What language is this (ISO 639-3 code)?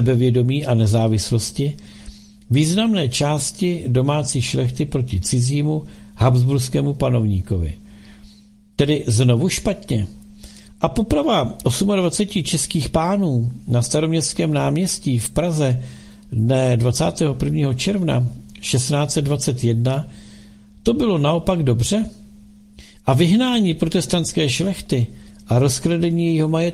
ces